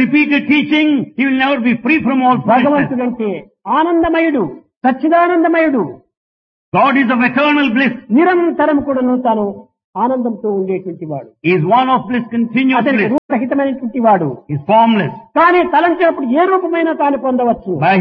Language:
Telugu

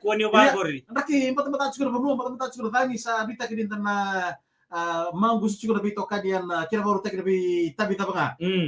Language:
Fijian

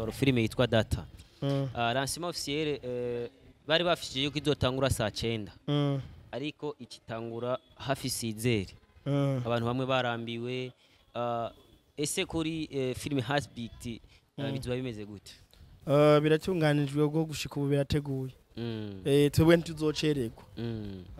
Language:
Rundi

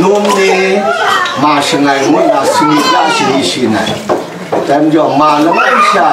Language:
Kachin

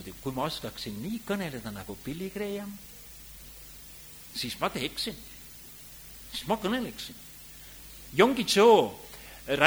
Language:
Estonian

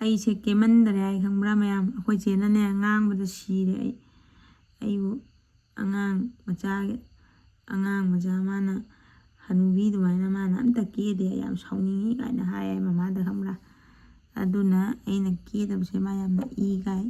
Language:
Manipuri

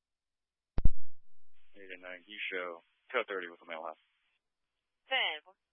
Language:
English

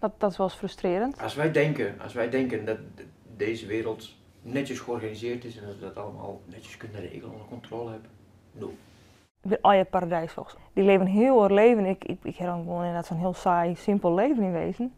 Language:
Western Frisian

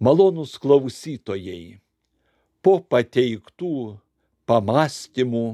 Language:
Lithuanian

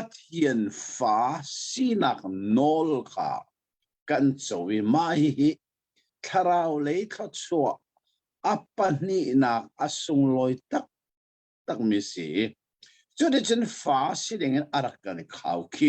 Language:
Hakha Chin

